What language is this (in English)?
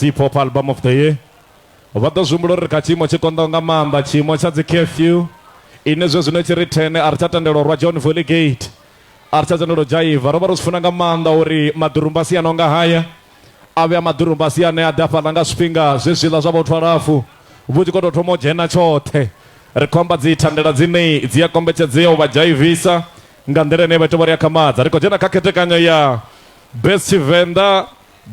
Venda